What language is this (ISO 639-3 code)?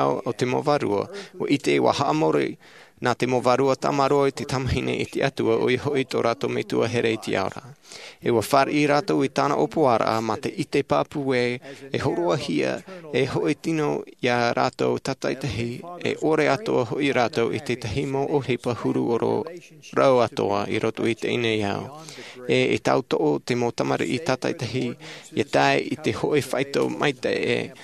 tah